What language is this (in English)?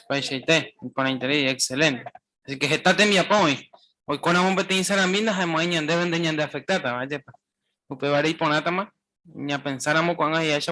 Guarani